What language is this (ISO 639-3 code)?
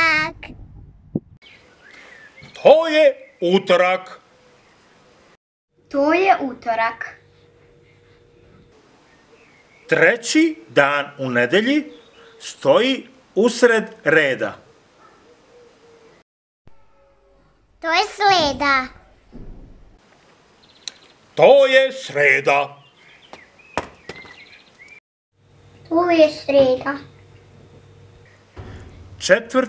srp